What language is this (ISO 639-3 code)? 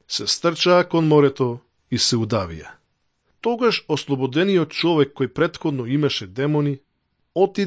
mkd